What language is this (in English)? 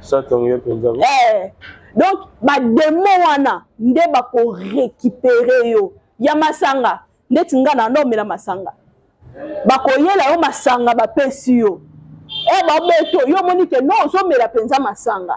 Lingala